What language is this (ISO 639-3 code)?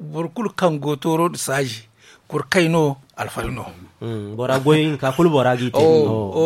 dje